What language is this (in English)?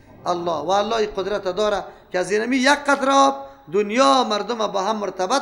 Persian